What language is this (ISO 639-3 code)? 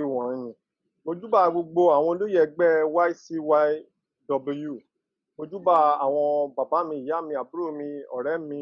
yor